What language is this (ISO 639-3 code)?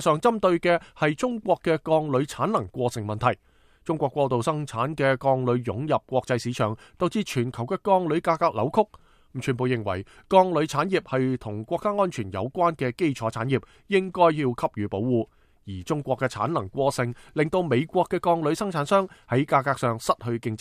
yue